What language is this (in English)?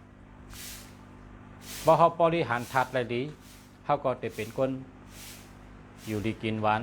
Shan